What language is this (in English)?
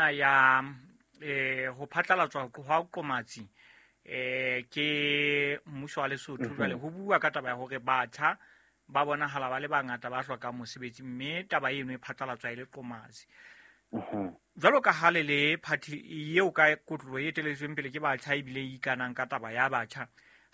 Southern Sotho